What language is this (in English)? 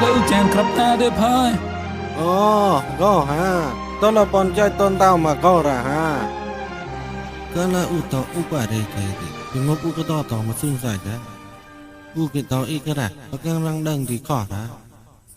Mon